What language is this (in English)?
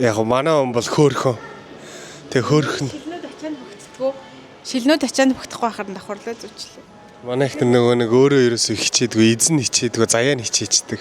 Mongolian